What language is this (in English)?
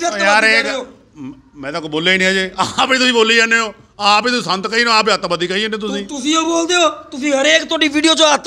Punjabi